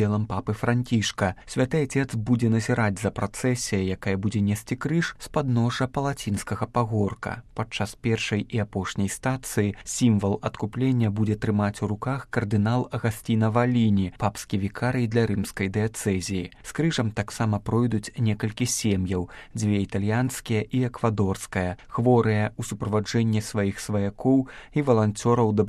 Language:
Belarusian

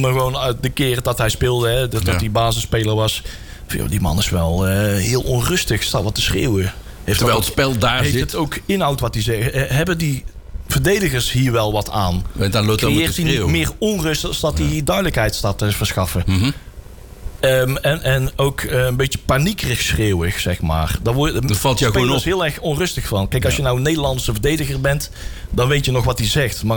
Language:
Dutch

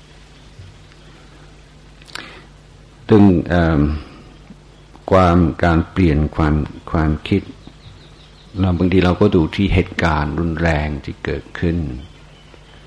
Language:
Thai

